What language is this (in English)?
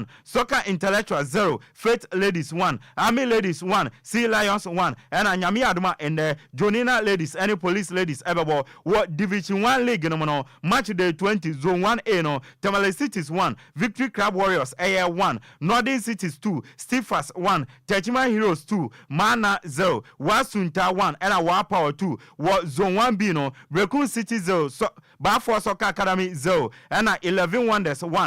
Akan